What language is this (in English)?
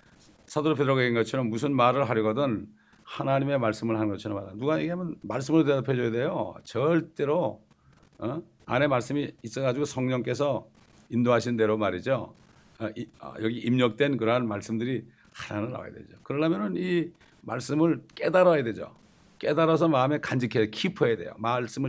Korean